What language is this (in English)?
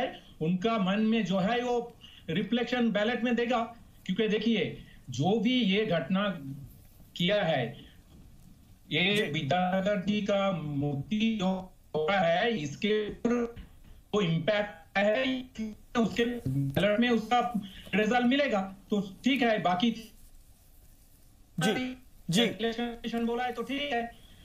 Hindi